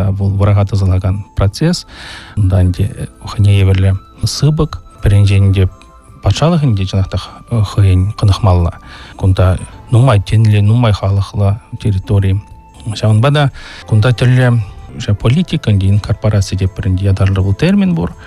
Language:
Chuvash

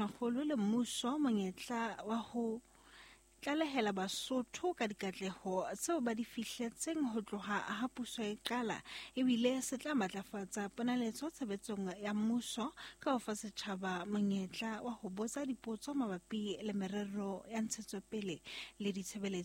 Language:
Southern Sotho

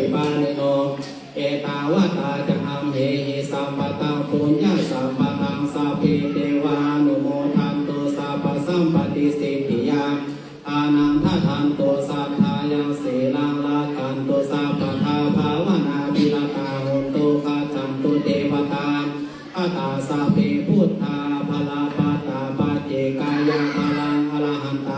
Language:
Pali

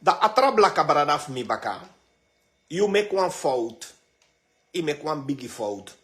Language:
Sranan Tongo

